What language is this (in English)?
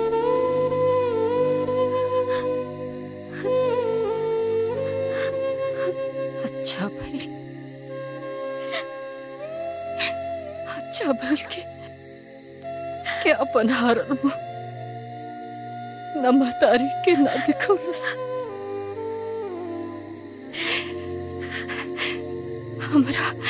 Bhojpuri